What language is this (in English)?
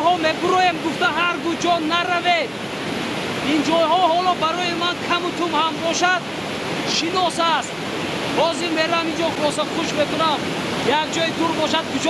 Tajik